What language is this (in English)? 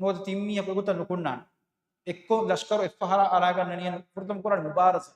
Divehi